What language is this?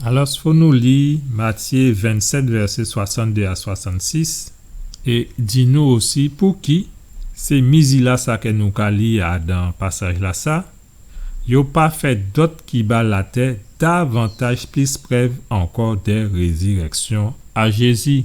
Guadeloupean Creole French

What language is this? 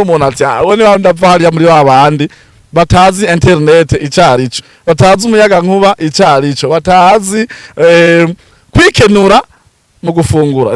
Rundi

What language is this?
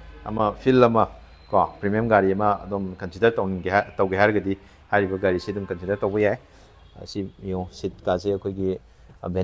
Manipuri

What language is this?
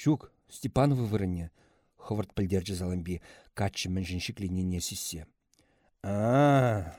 Chuvash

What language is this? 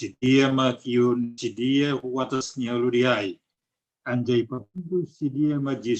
Batak Simalungun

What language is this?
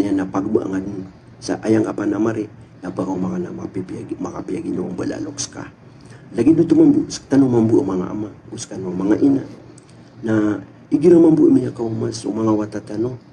Maranao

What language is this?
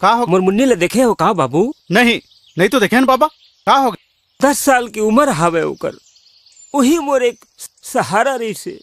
Chhattisgarhi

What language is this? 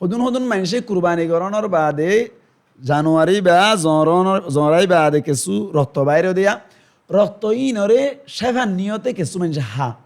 Rohingya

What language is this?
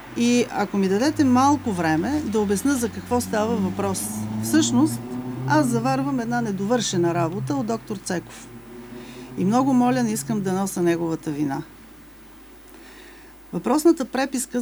Bulgarian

